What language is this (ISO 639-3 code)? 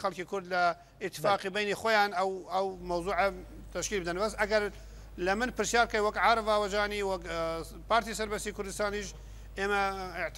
kur